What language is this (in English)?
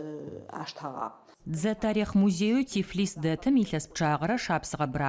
Adyghe